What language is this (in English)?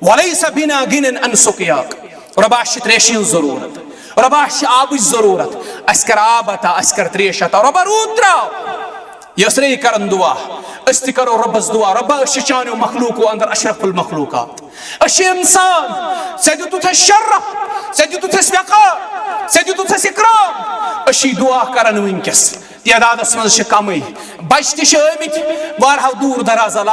Kashmiri